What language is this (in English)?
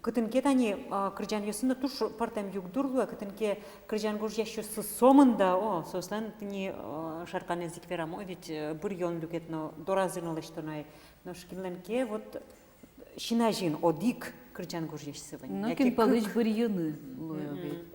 Udmurt